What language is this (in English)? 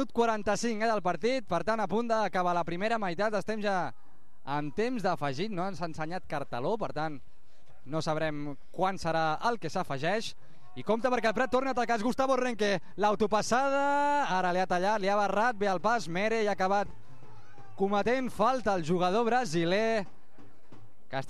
Catalan